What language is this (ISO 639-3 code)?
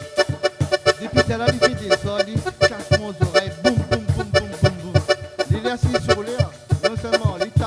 rcf